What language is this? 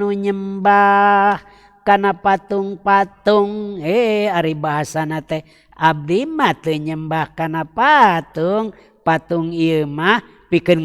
Sundanese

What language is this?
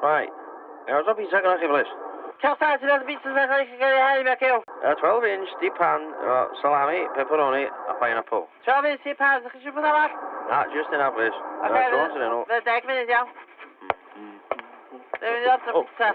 Welsh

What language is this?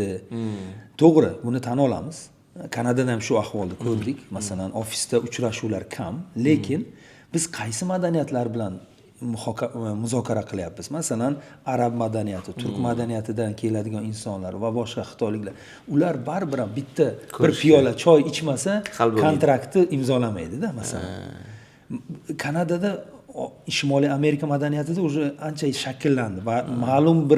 Uzbek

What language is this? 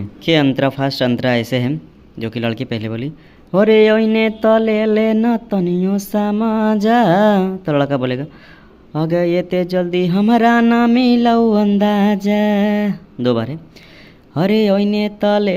Magahi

